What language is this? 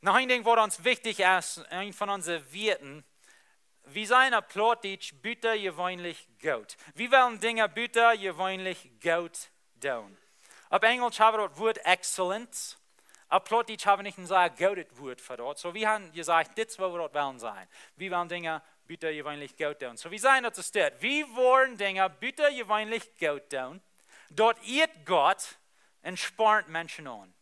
Plautdietsch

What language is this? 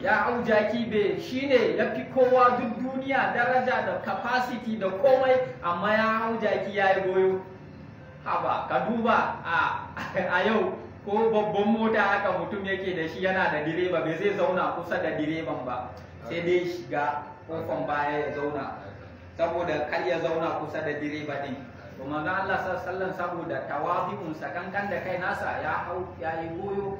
Hausa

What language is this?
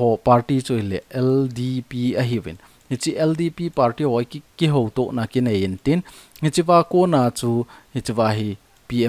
Thado Chin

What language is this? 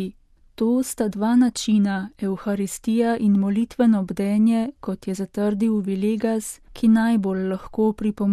Slovenian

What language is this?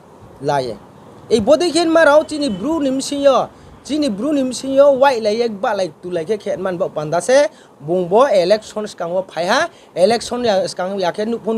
Riang (India)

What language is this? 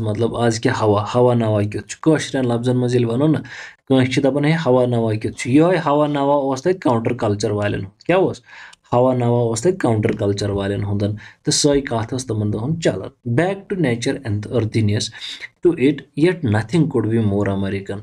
Kashmiri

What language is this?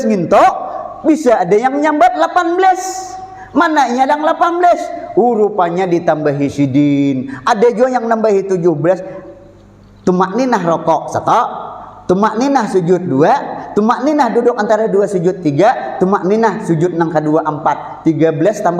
Banjar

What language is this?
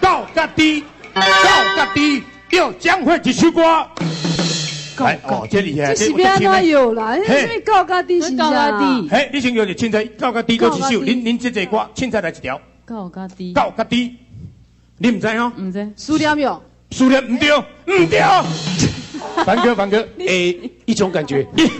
Min Nan Chinese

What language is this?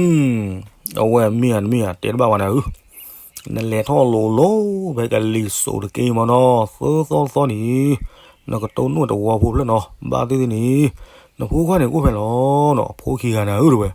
S'gaw Karen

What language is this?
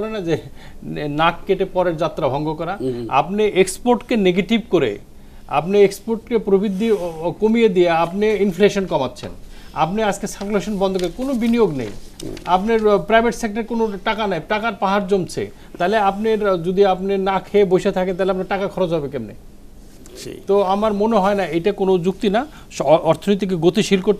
Bangla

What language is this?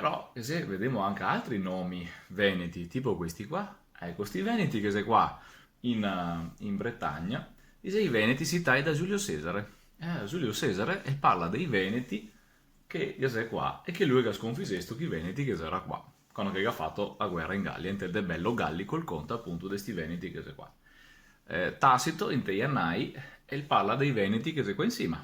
Venetian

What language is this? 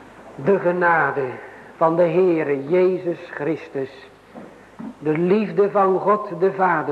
Dutch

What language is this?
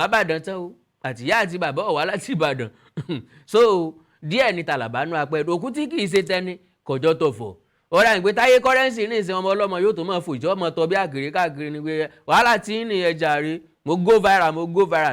Yoruba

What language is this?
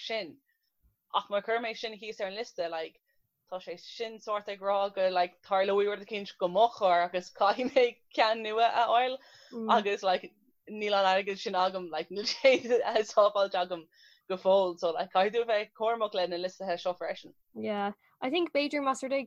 Irish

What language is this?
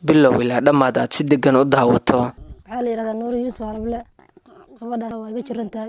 Somali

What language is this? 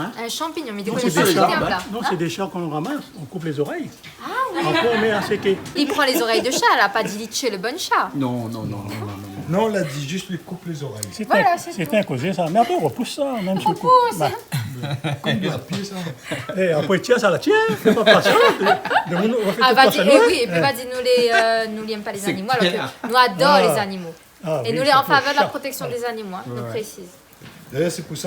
Réunion Creole French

